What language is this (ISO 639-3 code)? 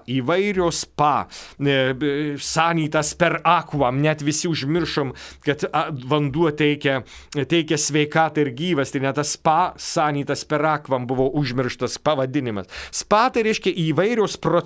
lit